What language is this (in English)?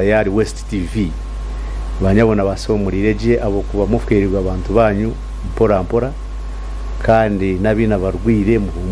Nyankole